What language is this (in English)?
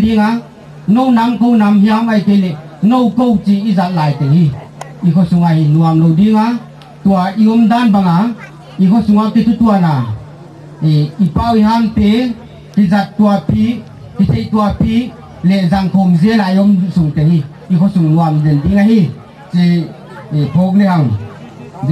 Gangte